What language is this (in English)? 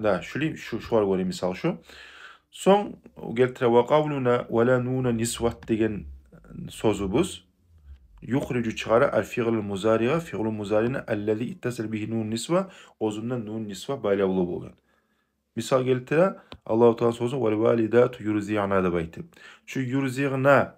Kumyk